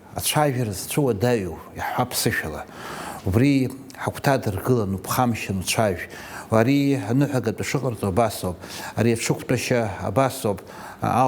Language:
Abkhazian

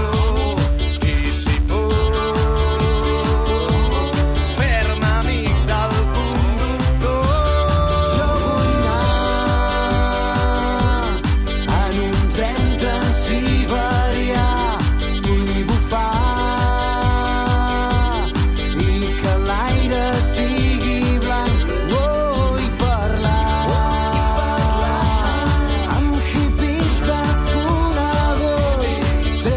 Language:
Catalan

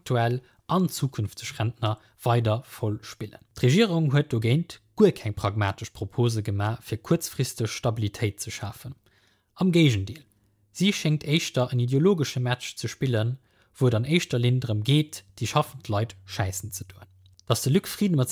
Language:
Luxembourgish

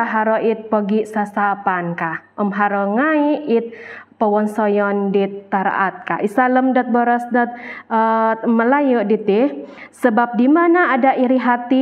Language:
Central Dusun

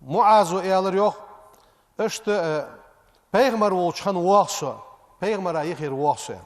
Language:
Ingush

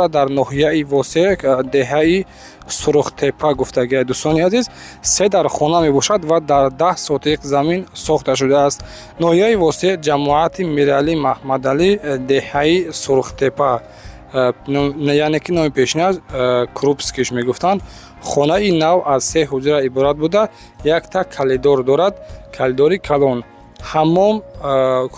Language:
Tajik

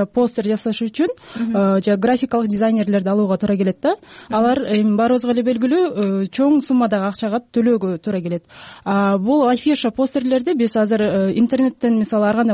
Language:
Kyrgyz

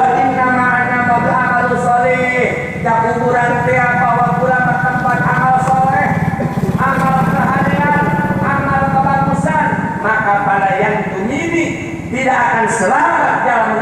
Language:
Sundanese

